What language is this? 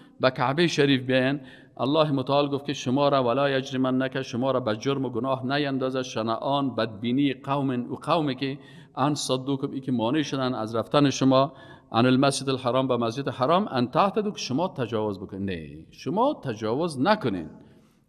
Persian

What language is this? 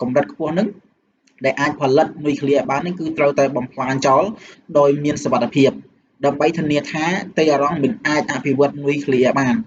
Khmer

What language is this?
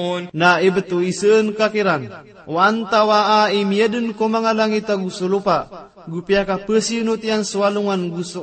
Maranao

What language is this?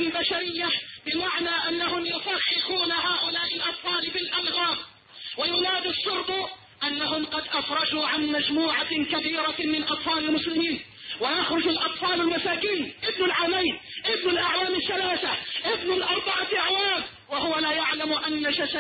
Arabic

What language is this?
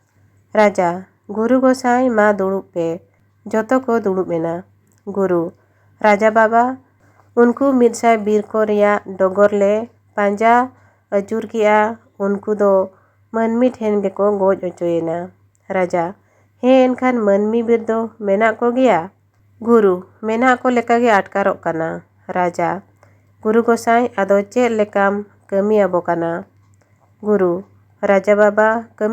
Santali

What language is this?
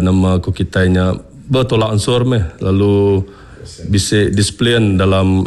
Iban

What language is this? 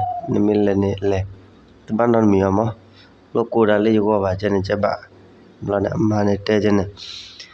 S'gaw Karen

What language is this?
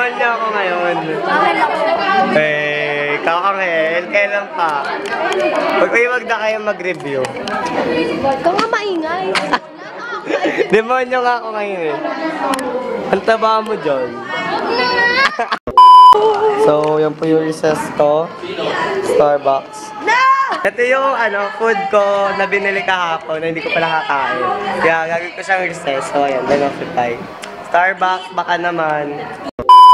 Filipino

